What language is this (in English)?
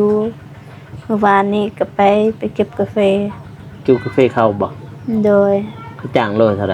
Lao